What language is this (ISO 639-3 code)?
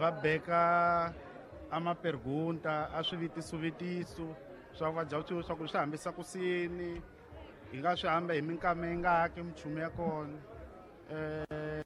tso